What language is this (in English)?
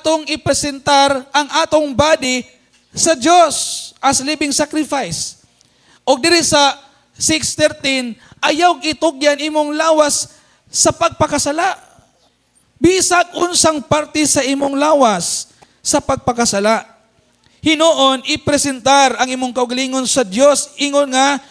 Cebuano